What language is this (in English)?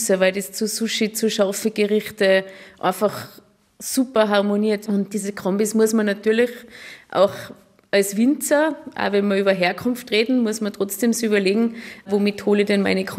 German